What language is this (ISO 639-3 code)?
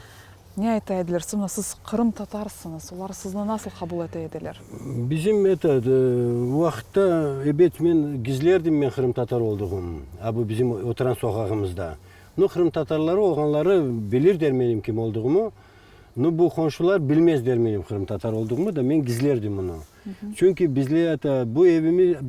crh